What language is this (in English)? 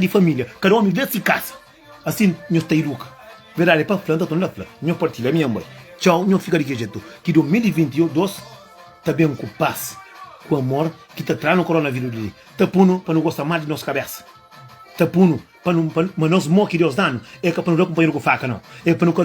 Kabuverdianu